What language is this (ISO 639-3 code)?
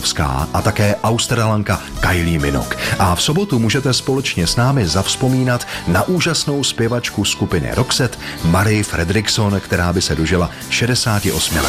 ces